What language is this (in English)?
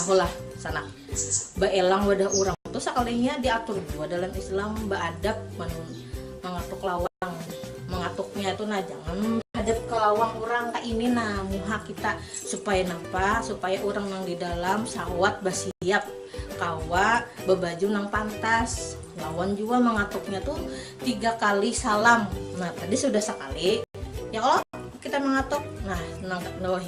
Banjar